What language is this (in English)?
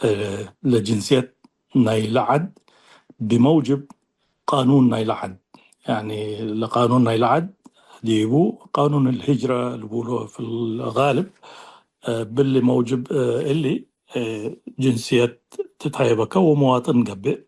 Tigre